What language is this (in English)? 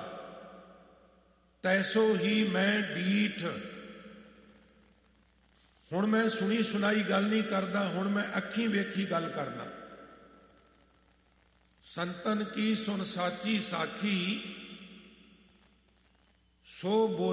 Punjabi